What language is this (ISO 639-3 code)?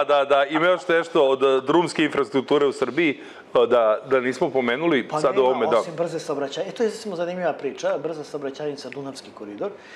srp